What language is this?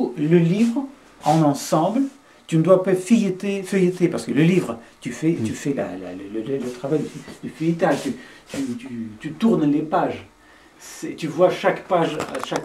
French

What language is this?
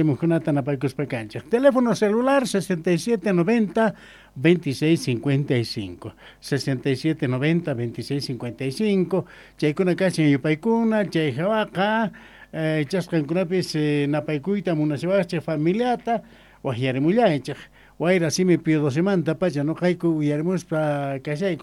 South Bolivian Quechua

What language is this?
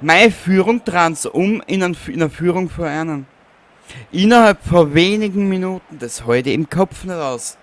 Bavarian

